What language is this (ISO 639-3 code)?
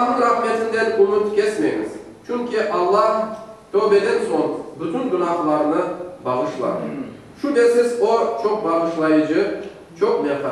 crh